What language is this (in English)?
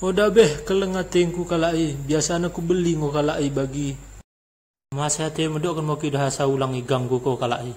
Batak Dairi